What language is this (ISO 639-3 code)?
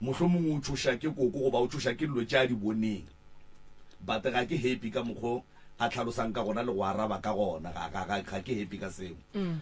nso